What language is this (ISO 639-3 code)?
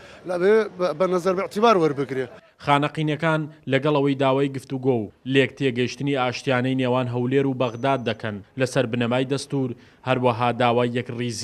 ckb